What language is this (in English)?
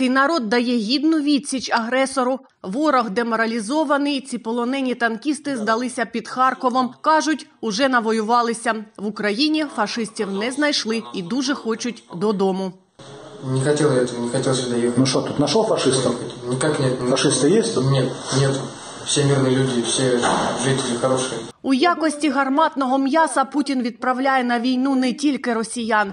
Ukrainian